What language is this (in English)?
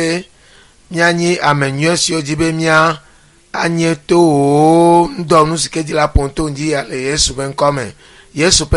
Ewe